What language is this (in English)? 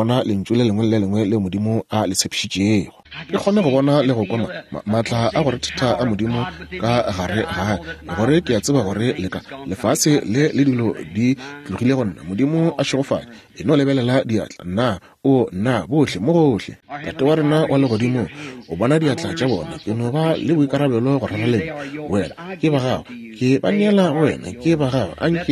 Northern Sotho